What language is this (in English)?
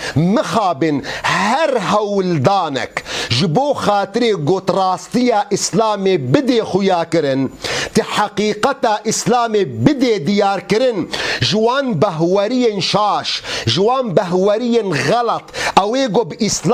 Kurdish